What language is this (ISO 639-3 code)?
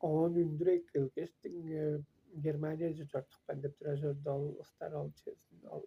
tyv